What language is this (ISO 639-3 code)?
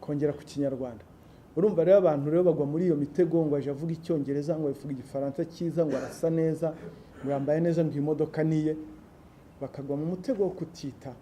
kin